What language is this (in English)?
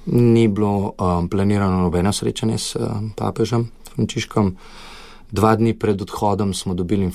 Slovenian